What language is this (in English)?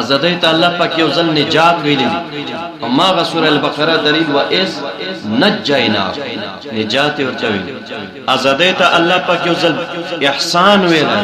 Pashto